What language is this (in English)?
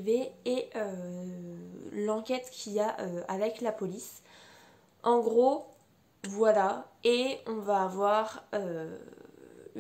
French